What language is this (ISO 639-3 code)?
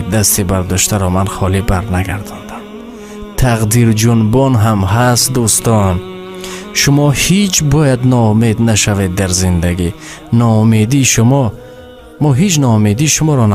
tgk